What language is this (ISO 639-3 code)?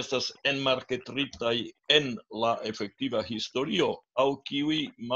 epo